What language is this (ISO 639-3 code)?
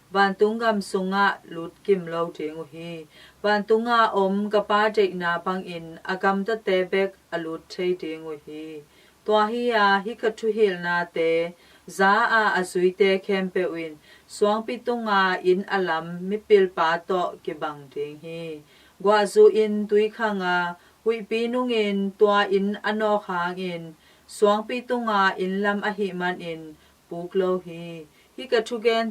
ctd